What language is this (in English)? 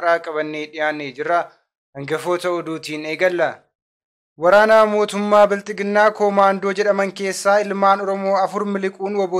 Oromo